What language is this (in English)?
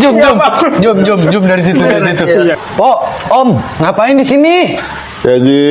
Betawi